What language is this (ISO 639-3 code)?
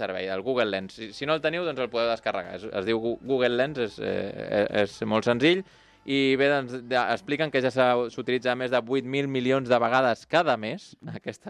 cat